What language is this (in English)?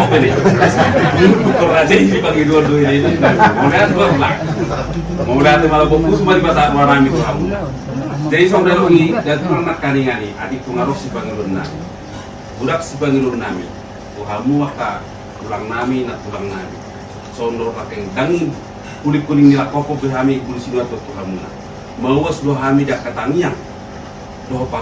Batak Toba